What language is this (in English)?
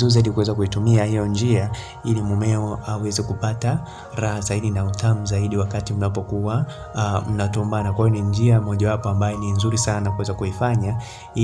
Swahili